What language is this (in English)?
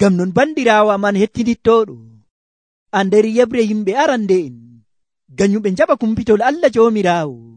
Nigerian Fulfulde